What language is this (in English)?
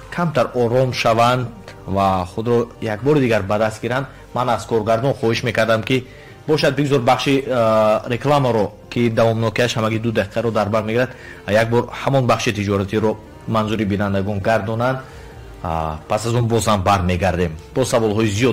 Tajik